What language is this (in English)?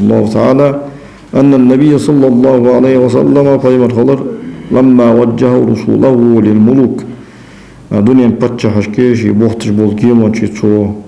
Ingush